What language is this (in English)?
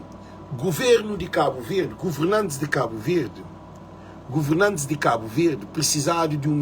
Kabuverdianu